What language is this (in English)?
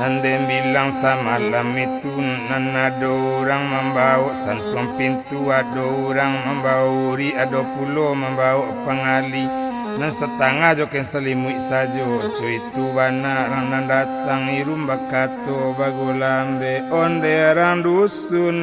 Minangkabau